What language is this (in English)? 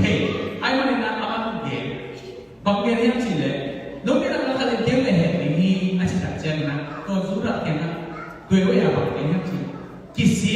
Tedim Chin